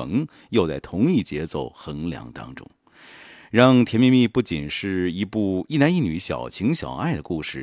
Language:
Chinese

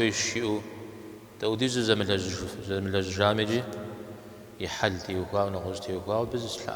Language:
Kabardian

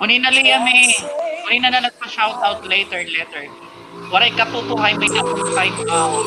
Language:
Waray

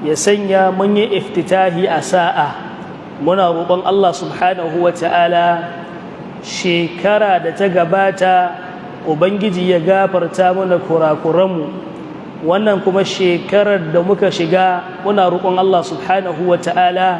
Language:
Hausa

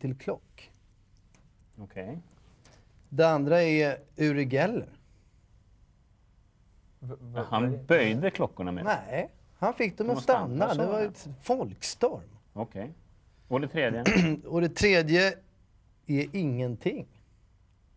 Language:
Swedish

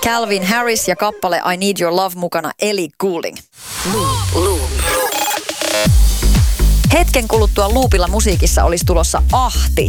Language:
Finnish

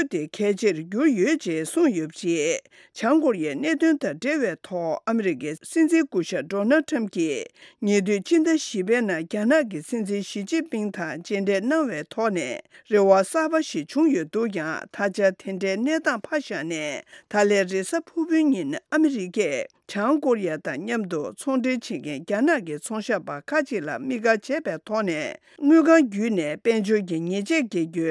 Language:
Tibetan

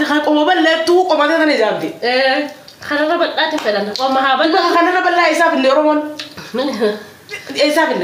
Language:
Oromo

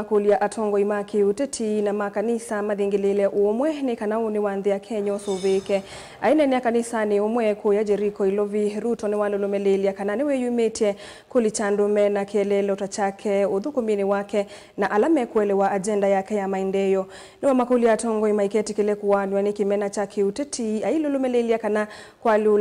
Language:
Kamba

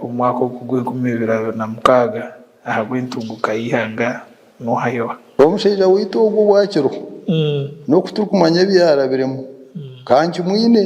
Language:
Nyankole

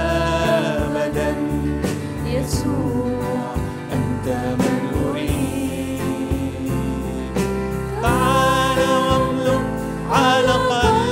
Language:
Egyptian Arabic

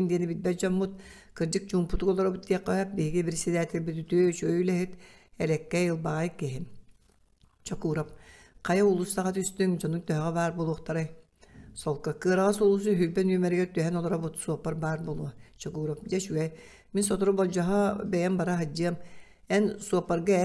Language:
Yakut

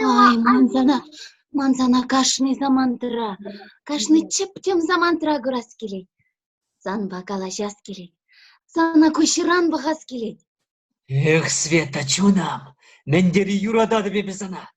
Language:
Chuvash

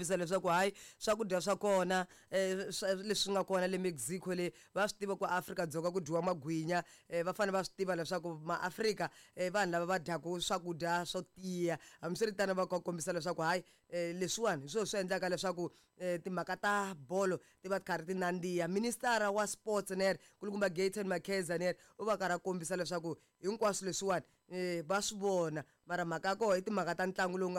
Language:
Tsonga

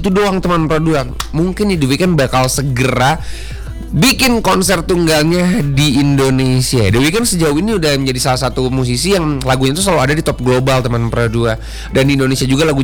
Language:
Indonesian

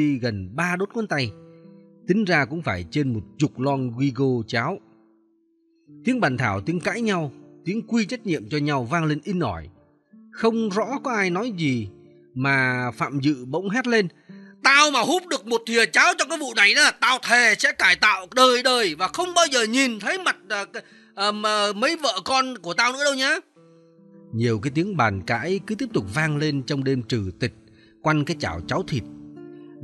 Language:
Vietnamese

